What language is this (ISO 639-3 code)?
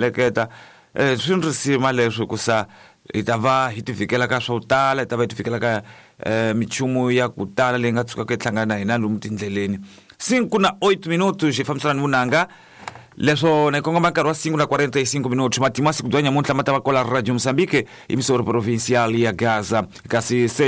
tso